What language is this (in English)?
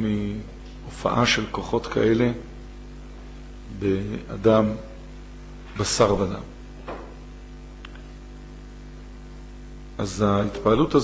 Hebrew